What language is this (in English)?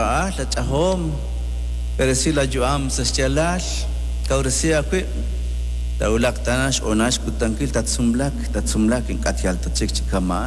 Kekchí